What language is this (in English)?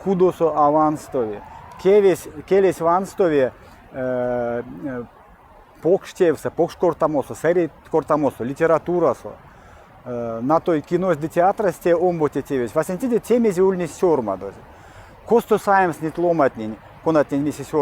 Erzya